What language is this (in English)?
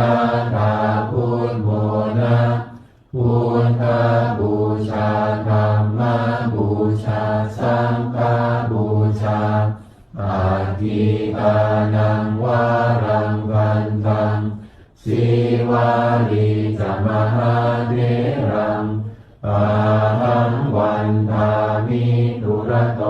Pali